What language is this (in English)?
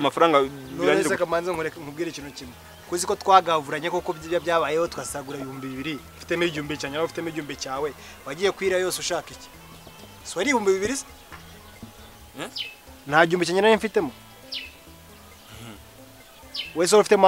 Kinyarwanda